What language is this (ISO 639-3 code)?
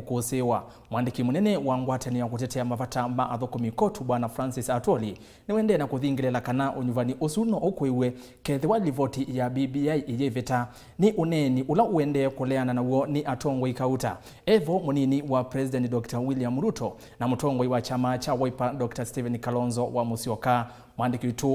kam